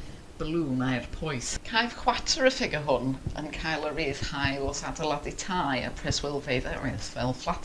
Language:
Welsh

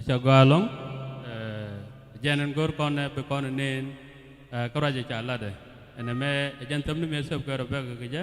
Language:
Nuer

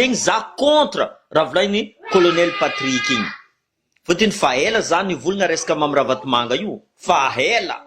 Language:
Malagasy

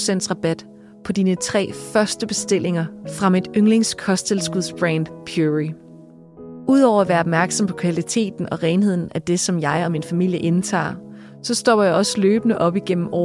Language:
Danish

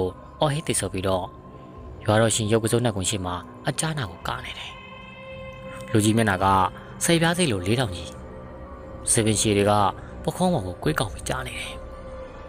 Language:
Burmese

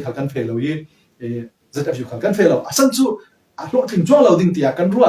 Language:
Falam Chin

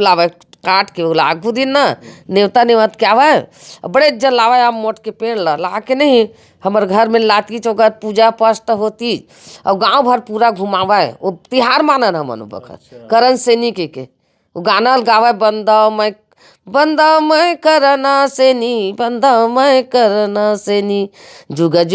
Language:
Chhattisgarhi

